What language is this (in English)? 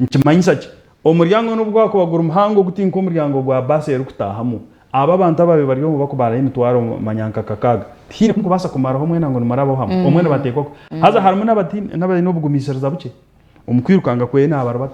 Nyankole